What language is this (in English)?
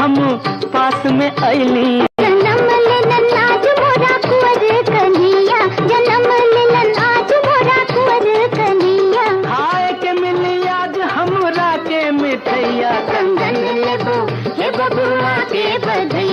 Magahi